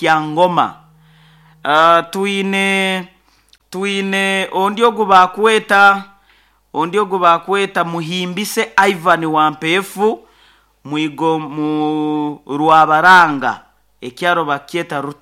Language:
Nyoro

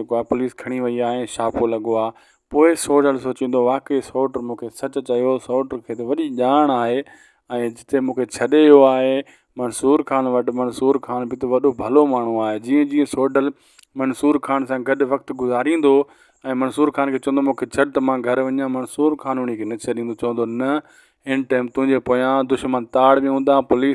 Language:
Sindhi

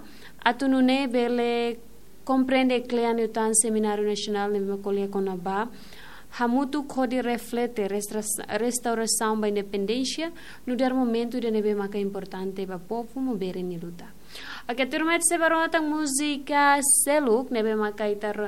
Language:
Tetum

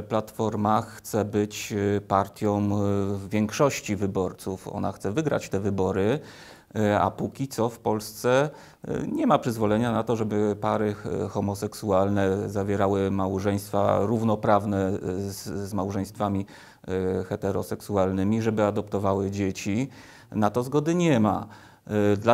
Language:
Polish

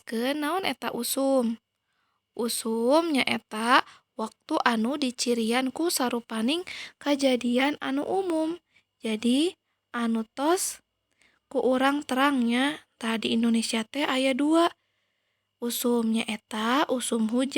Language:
Sundanese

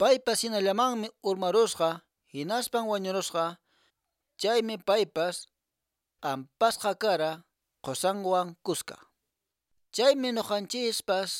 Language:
Quechua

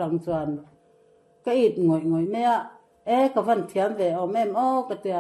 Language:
Mizo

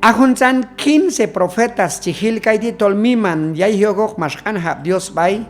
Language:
Q'anjob'al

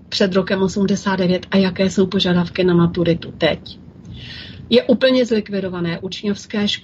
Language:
Czech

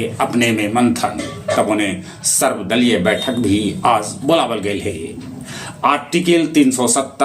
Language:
Magahi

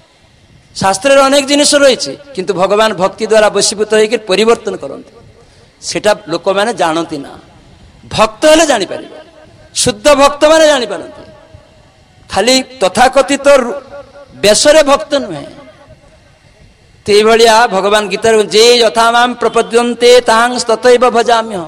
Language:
Odia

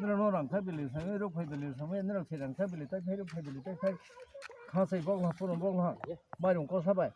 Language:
Kok Borok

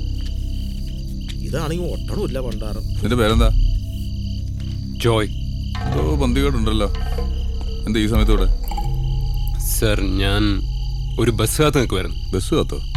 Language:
Malayalam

